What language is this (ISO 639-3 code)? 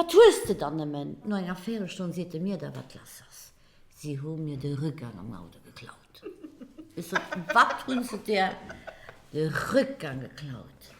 ltz